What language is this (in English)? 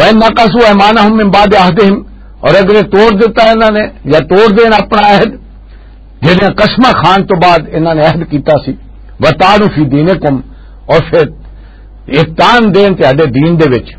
Western Panjabi